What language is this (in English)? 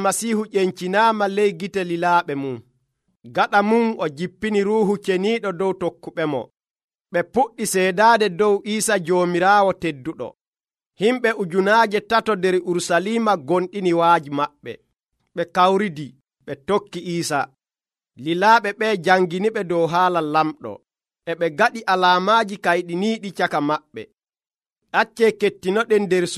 Nigerian Fulfulde